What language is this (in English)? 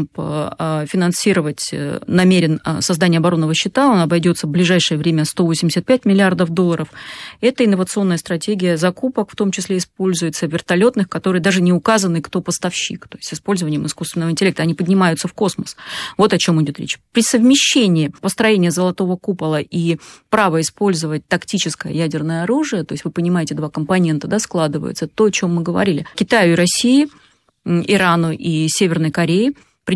Russian